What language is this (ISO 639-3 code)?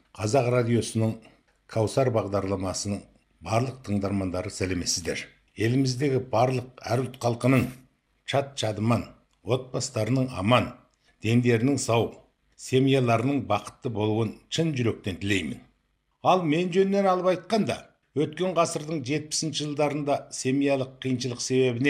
kaz